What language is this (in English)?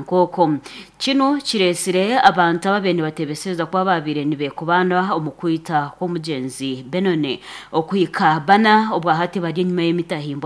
Nyankole